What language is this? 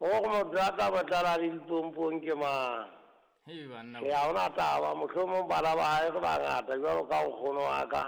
Southern Sotho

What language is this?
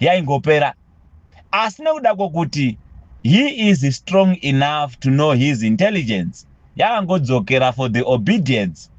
Shona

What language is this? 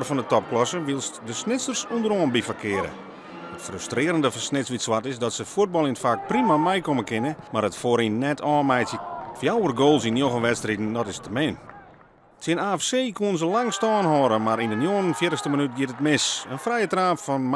Western Frisian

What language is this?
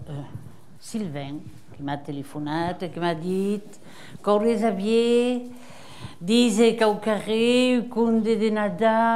Occitan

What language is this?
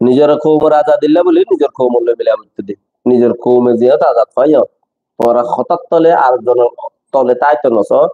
Rohingya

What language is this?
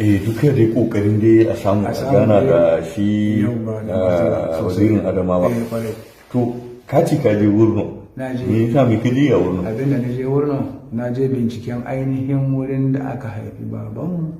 Hausa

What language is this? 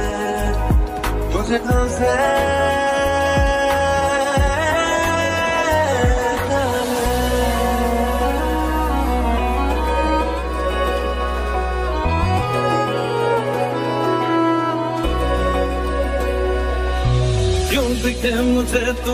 Hindi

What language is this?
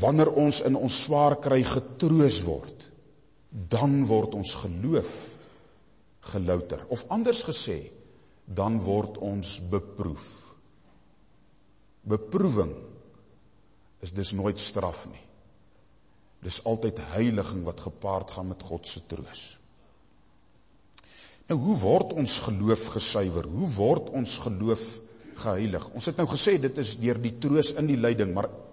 Afrikaans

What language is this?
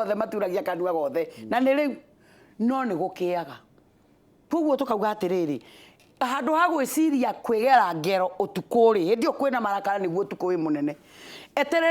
Kikuyu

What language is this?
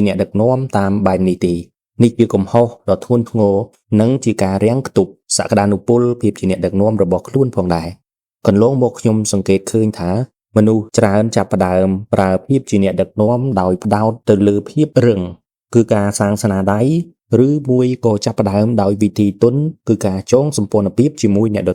Khmer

